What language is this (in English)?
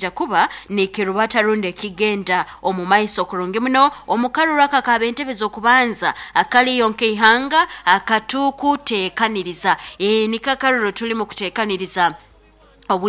Nyoro